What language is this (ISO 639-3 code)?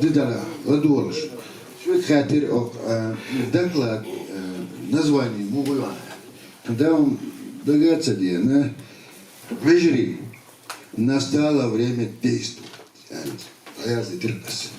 che